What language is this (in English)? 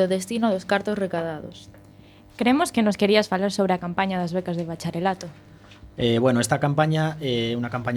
Galician